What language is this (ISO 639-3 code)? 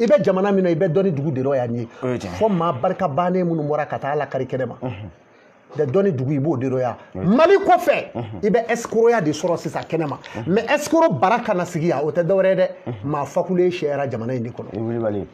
bam